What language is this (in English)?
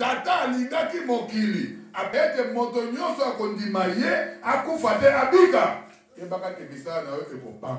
Lingala